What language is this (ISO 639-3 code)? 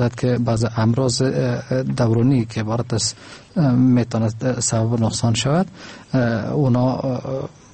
fas